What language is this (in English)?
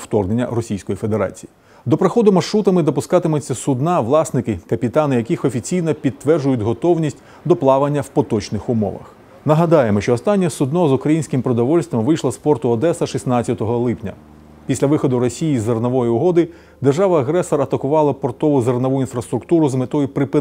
Ukrainian